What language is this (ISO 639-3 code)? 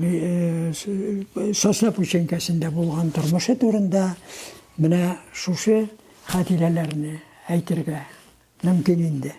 tat